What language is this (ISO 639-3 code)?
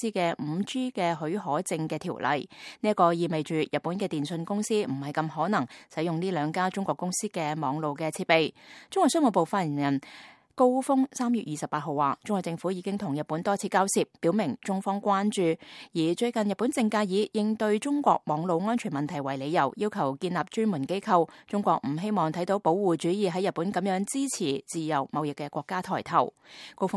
yue